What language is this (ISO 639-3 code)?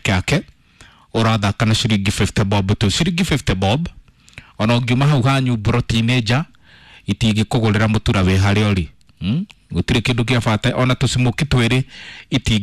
kik